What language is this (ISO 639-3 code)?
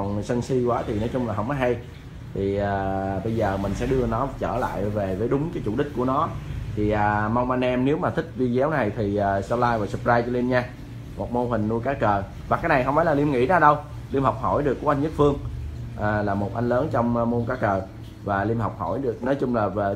vie